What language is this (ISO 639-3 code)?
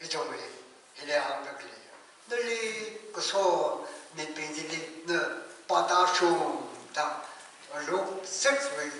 nmf